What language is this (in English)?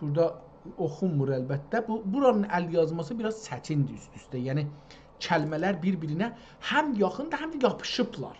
South Azerbaijani